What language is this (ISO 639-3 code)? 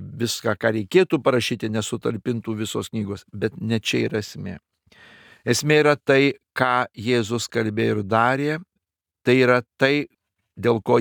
lit